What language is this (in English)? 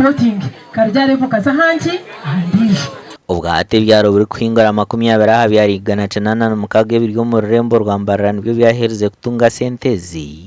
Nyankole